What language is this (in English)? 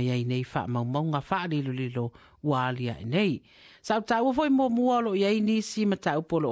Samoan